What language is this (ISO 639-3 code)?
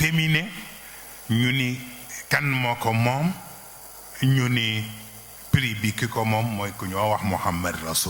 wol